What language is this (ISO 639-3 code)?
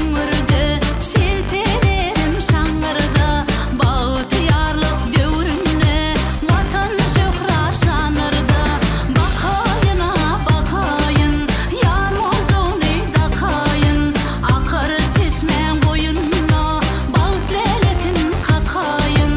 tuk